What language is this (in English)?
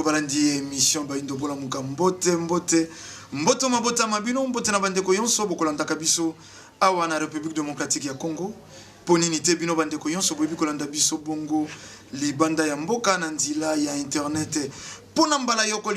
Lingala